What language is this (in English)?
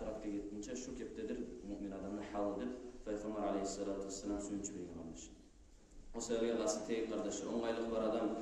Kumyk